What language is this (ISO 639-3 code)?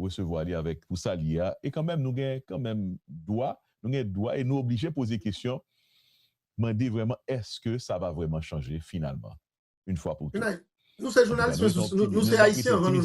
hat